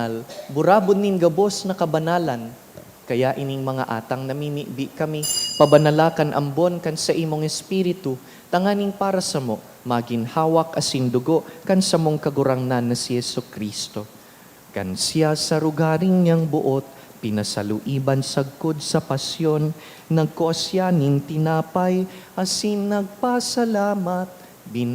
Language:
Bikol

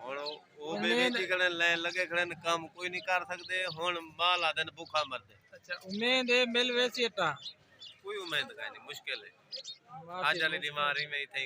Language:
Saraiki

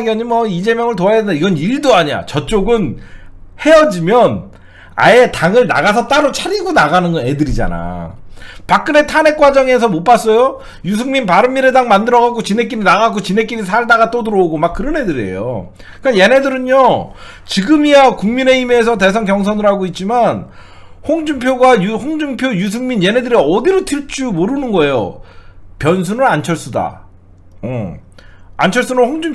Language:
Korean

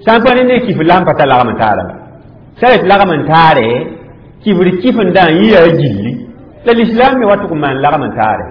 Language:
Mossi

